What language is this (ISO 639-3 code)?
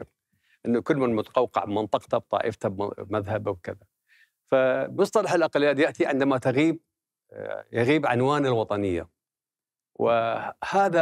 acm